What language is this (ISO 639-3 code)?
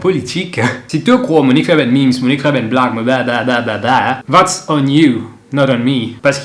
mfe